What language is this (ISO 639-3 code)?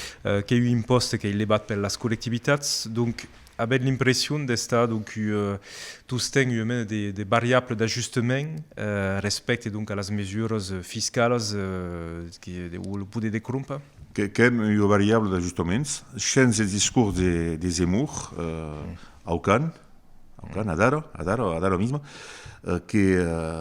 oci